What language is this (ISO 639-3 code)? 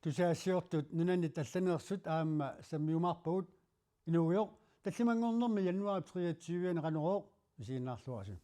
kal